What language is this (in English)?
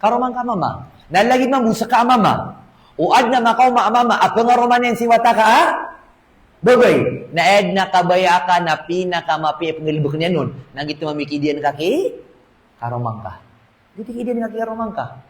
Maranao